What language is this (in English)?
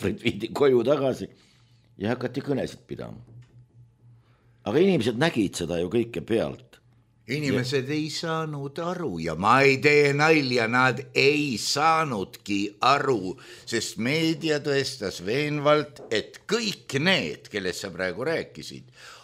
Estonian